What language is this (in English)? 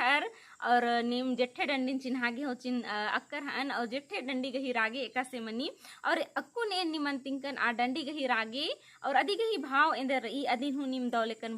Kurukh